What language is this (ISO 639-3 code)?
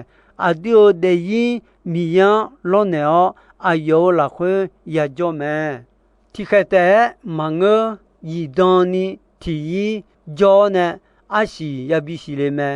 ahk